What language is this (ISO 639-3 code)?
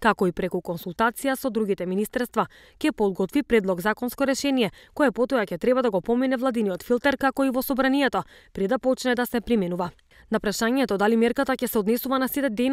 mkd